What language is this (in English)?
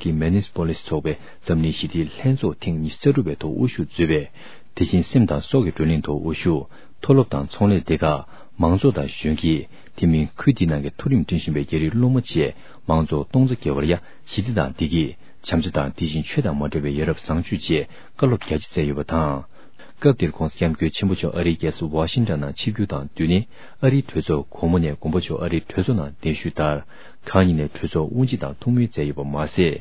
Tibetan